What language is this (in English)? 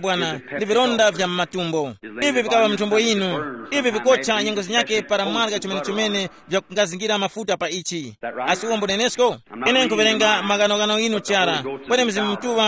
Tumbuka